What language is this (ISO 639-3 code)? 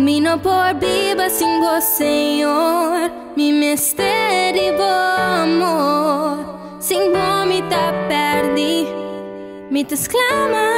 pap